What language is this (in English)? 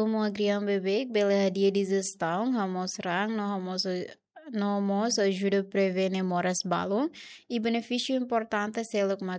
Tetum